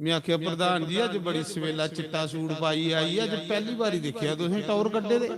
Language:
Dogri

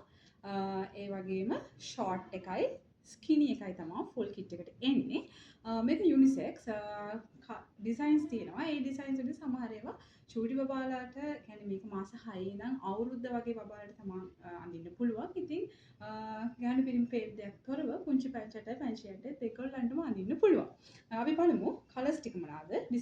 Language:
Sinhala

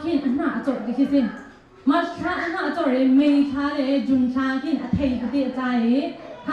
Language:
Hakha Chin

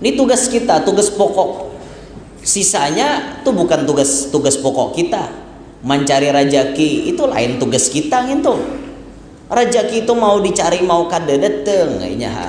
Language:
Banjar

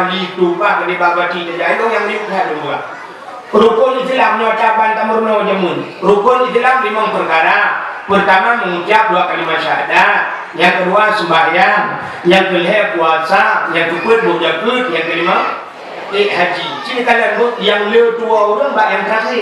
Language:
Achinese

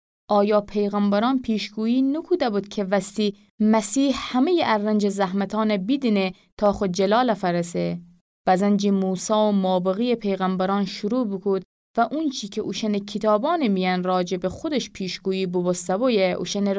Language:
Gilaki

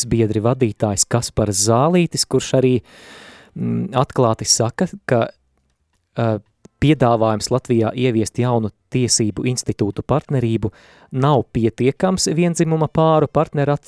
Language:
Latvian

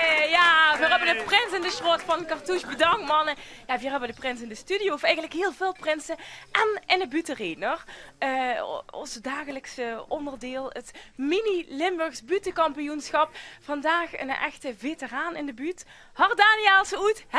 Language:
Limburgish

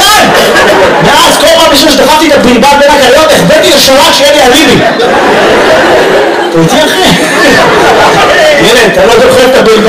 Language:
Hebrew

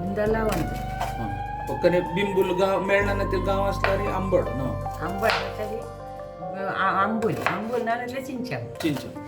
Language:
Konkani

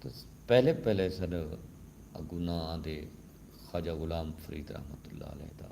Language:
Saraiki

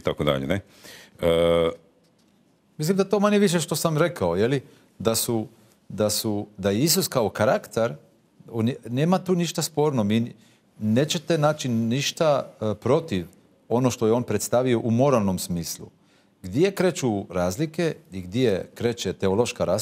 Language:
Croatian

